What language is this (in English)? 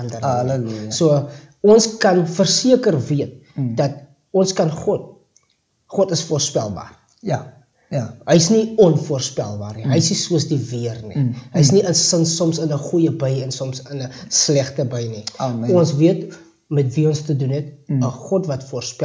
Afrikaans